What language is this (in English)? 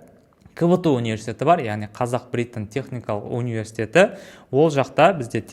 Kazakh